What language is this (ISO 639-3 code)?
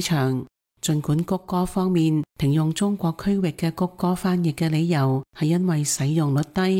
yue